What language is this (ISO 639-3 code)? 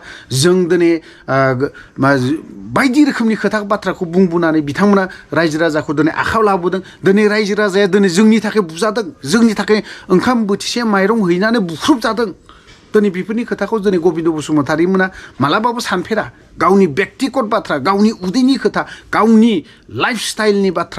brx